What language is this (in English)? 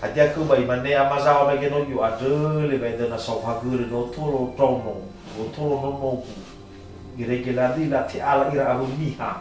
Nias